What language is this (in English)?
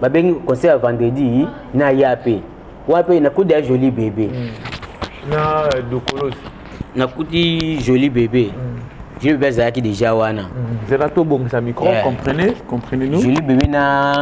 Lingala